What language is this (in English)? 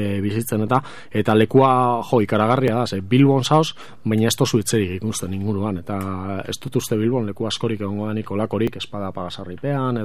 Basque